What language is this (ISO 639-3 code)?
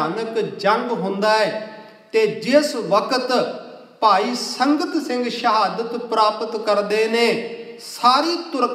pan